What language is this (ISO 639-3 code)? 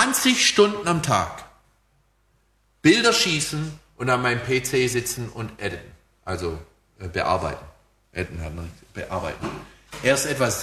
deu